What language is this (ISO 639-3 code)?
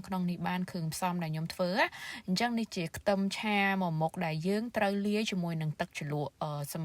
khm